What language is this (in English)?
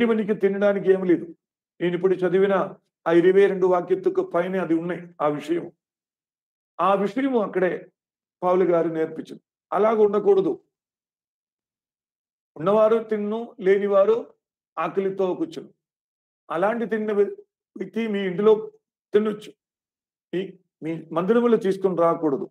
Telugu